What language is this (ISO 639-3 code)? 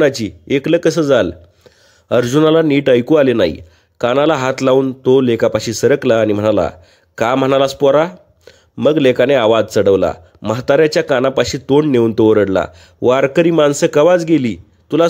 mar